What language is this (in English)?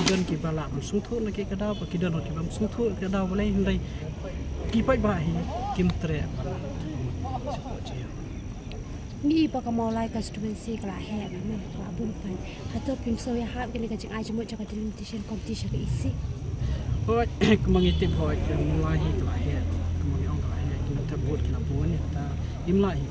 Khasi